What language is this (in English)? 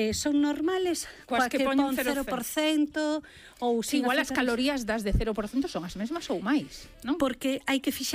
Galician